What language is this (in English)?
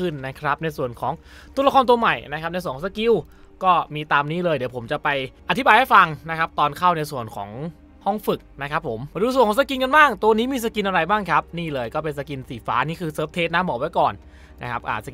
Thai